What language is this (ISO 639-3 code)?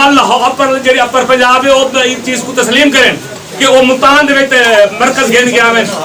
skr